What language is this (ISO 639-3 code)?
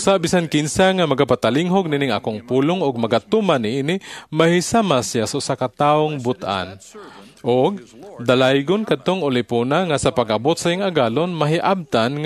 ceb